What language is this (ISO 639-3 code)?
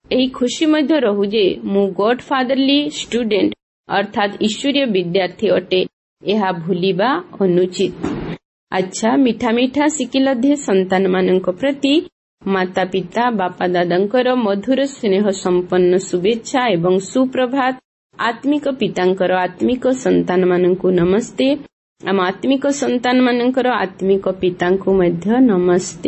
ori